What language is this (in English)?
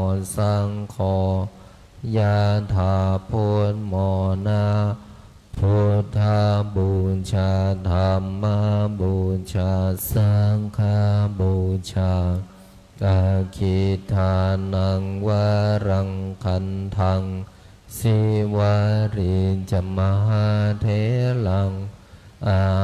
Pali